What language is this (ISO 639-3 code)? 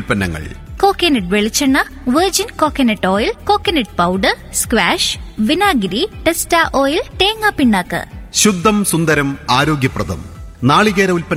mal